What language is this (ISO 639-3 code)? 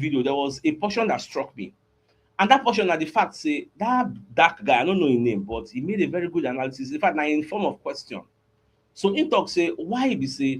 pcm